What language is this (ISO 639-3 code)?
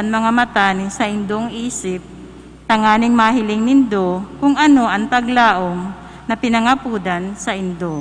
bik